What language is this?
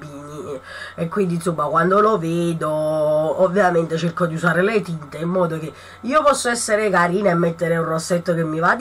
Italian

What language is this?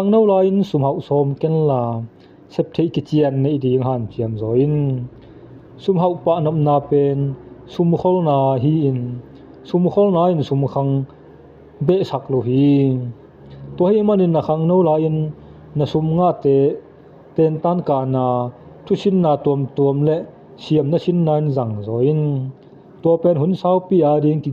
Tedim Chin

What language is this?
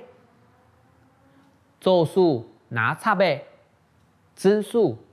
Hakka Chinese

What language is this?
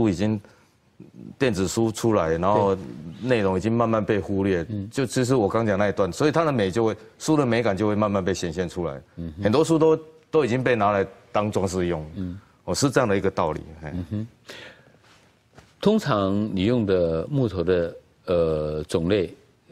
Chinese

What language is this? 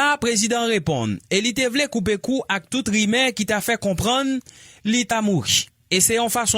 Haitian Creole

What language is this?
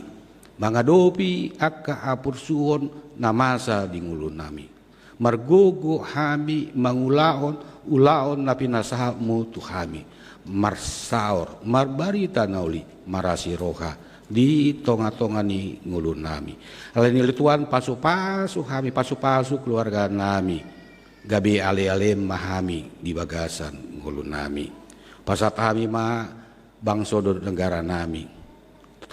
Batak Toba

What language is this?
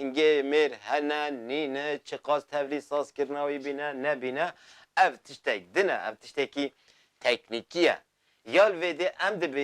Kurdish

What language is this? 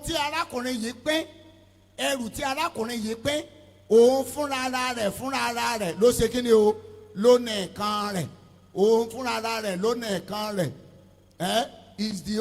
Yoruba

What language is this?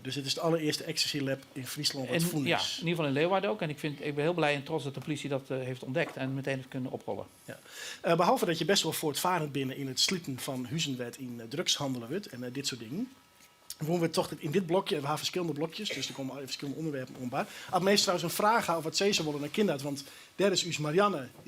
Western Frisian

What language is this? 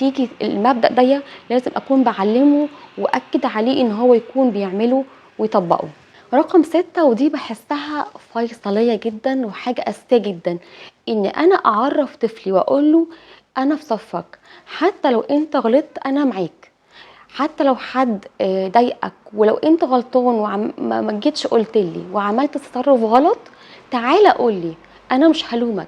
Egyptian Arabic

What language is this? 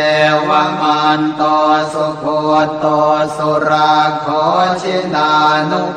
Pali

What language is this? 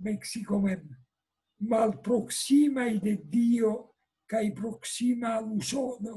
Esperanto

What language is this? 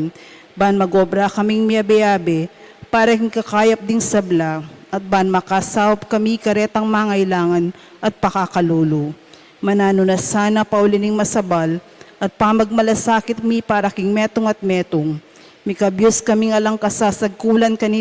Pampanga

